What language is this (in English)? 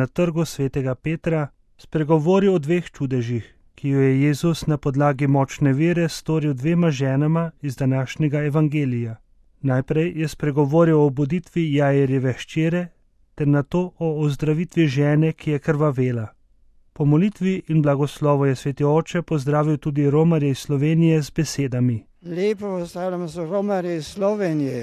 Slovenian